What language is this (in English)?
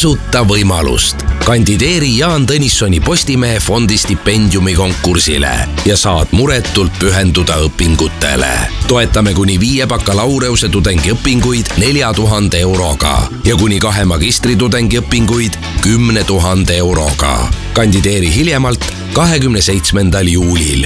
Estonian